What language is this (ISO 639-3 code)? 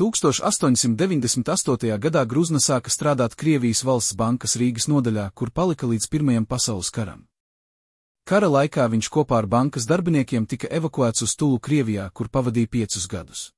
lav